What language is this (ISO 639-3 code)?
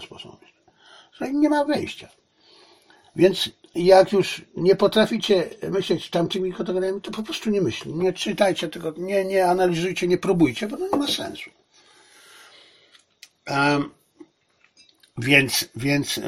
pol